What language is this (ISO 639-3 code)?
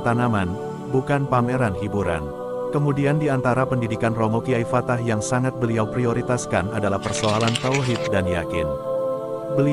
ind